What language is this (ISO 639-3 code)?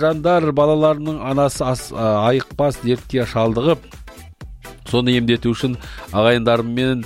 kaz